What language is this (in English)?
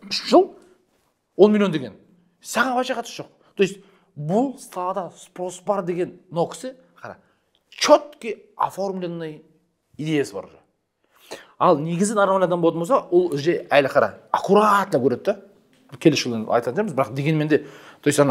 Kazakh